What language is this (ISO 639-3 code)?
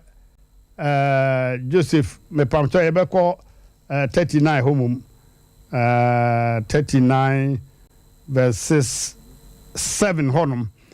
aka